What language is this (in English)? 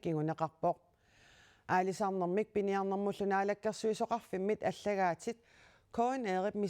Kalaallisut